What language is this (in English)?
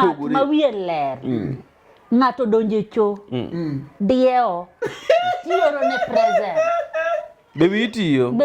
Luo (Kenya and Tanzania)